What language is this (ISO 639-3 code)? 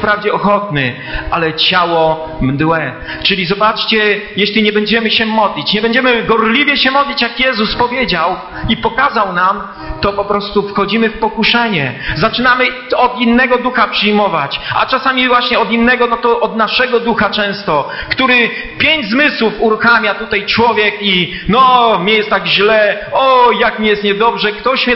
pol